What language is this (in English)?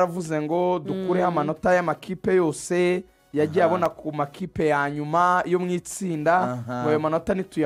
Kinyarwanda